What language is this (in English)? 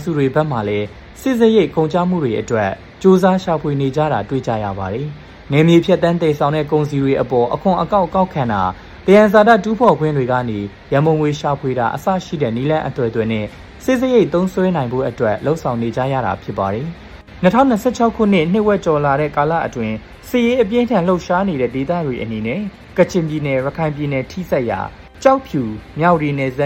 Burmese